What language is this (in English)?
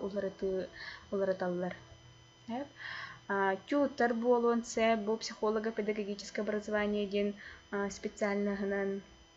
Yakut